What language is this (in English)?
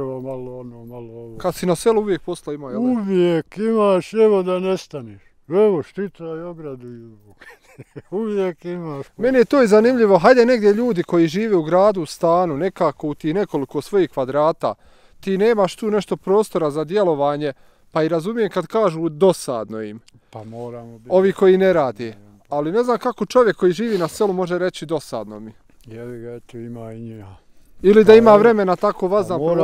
Bosnian